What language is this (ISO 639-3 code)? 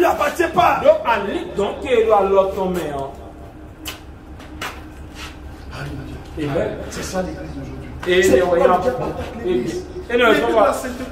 fra